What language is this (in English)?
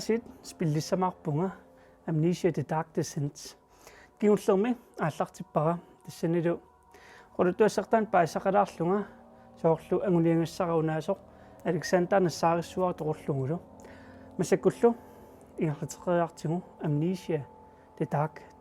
Kalaallisut